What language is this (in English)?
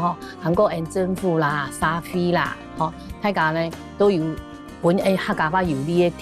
Hakka Chinese